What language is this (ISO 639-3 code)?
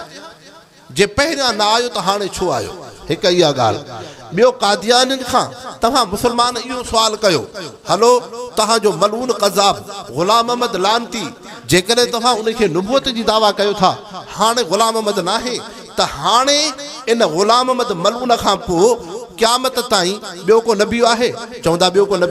snd